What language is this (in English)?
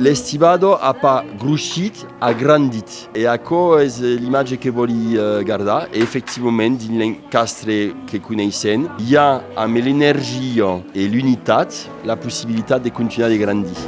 Occitan